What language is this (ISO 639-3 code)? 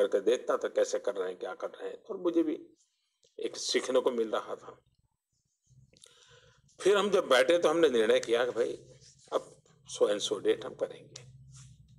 hin